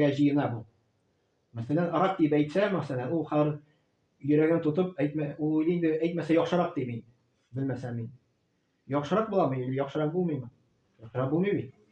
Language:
Tatar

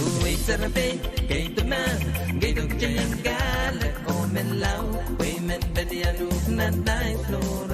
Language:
Pohnpeian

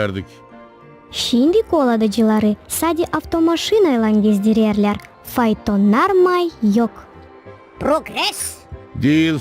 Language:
Gagauz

